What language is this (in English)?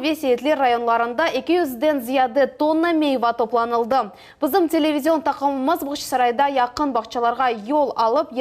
Crimean Tatar